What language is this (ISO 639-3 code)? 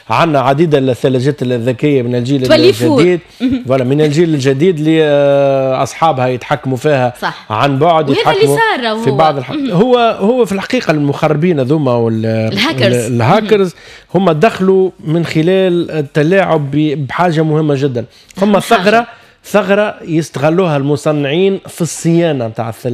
aeb